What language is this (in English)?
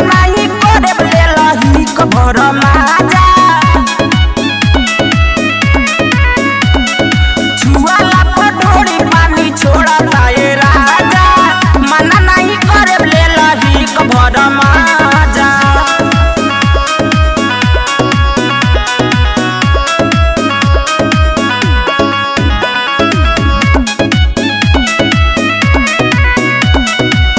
Bhojpuri